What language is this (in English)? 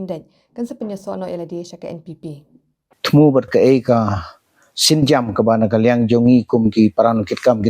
Khasi